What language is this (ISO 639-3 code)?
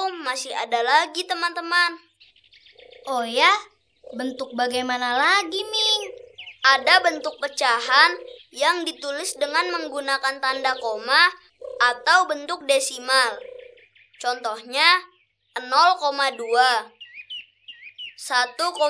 ind